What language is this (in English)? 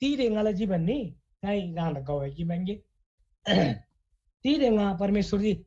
Eastern Tamang